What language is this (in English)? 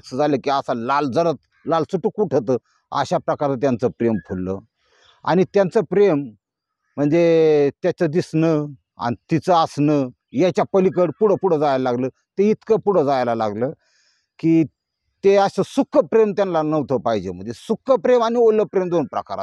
Marathi